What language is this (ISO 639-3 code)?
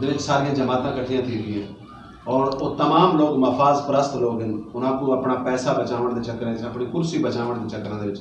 skr